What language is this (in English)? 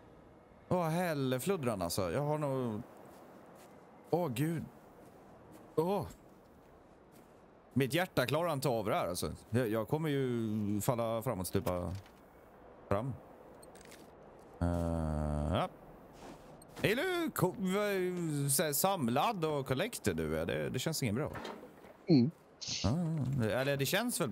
Swedish